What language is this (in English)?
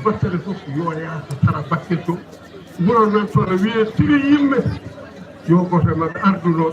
Fula